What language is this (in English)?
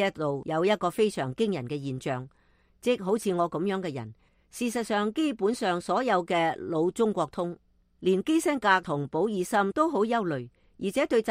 Cantonese